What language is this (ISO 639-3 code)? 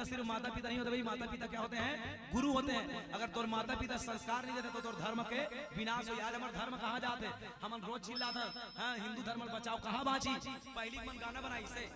hne